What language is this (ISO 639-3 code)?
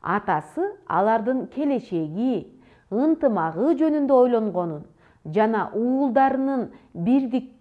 kir